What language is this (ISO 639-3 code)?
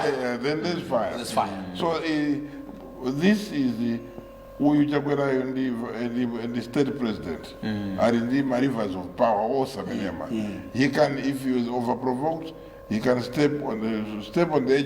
nya